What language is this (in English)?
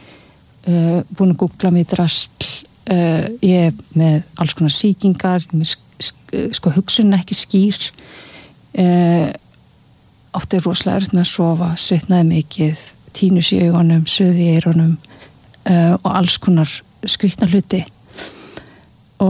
Icelandic